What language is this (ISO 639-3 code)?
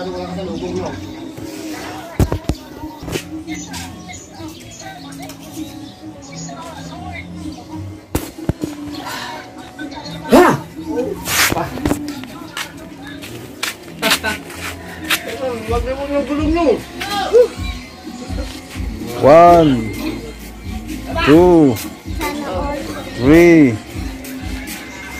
fil